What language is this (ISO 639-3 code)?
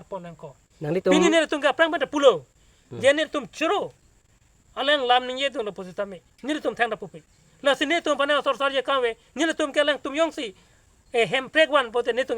mjw